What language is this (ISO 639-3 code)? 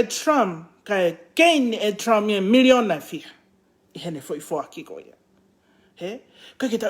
ton